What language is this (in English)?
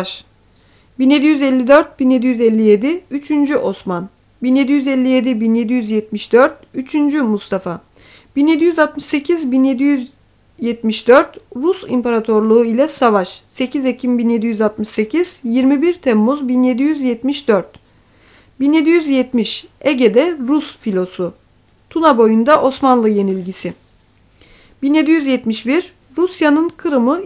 Turkish